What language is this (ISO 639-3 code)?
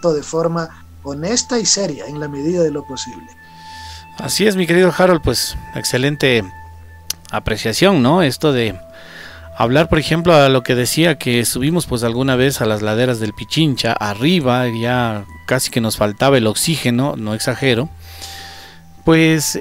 spa